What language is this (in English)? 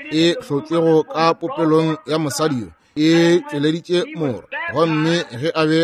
Northern Sotho